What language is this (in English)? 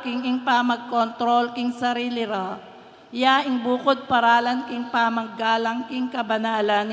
Pampanga